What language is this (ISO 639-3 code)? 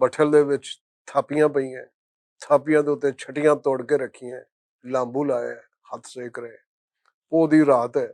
lah